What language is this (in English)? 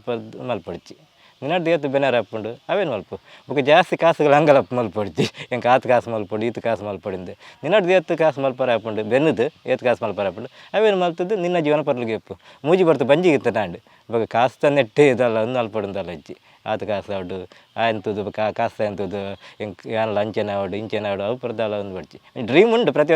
Tulu